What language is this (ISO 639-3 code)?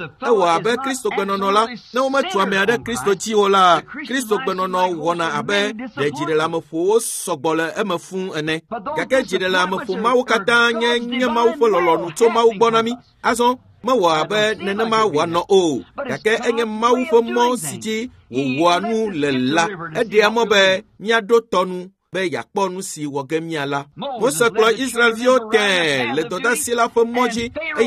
ewe